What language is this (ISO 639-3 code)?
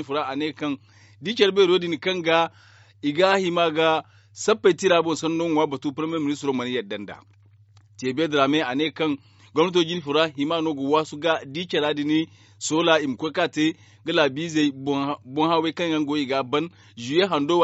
dje